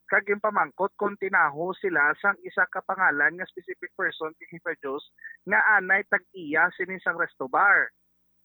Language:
Hiligaynon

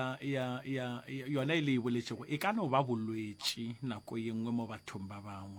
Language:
Northern Sotho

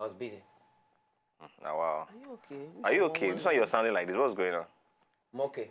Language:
Nigerian Pidgin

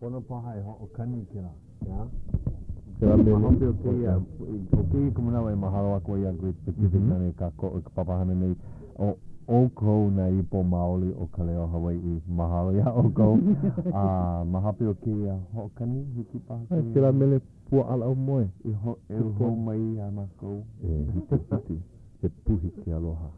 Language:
Hawaiian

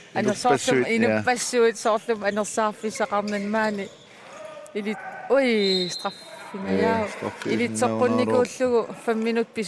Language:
Kalaallisut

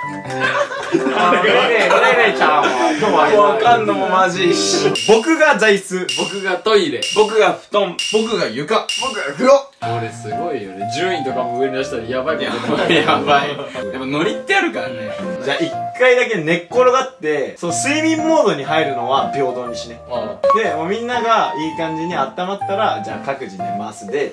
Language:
Japanese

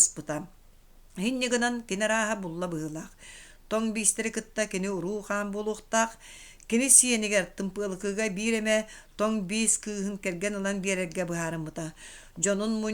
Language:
Yakut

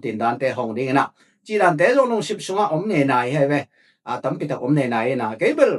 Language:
Tedim Chin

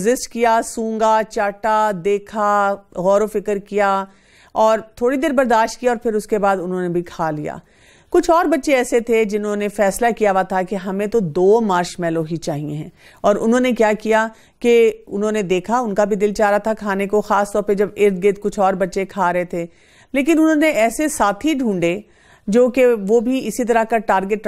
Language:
Urdu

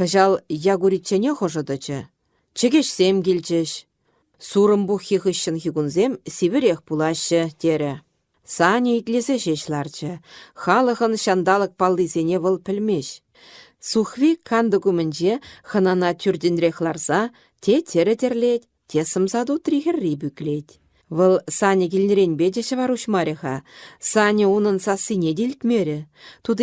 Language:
Chuvash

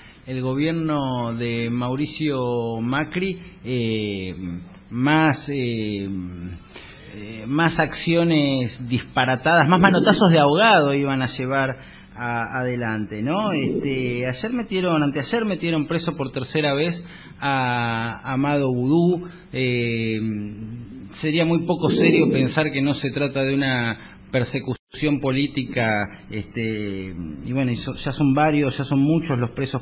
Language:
Spanish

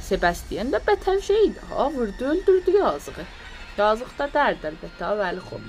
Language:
South Azerbaijani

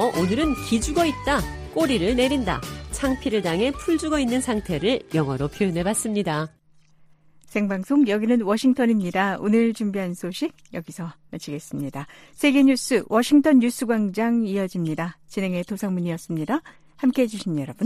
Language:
Korean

